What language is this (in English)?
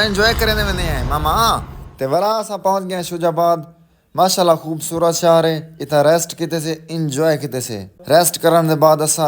Saraiki